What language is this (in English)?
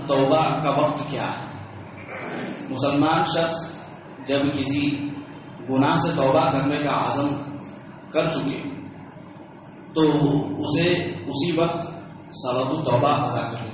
Urdu